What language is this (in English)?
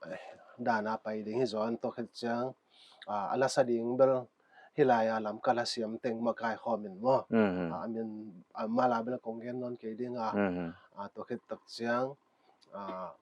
Paite Chin